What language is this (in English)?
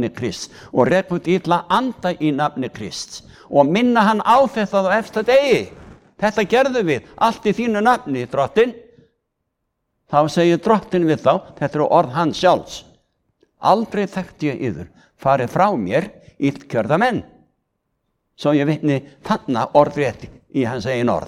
Icelandic